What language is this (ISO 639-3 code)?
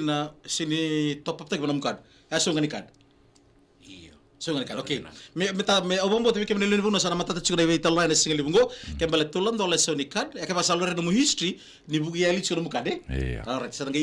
fij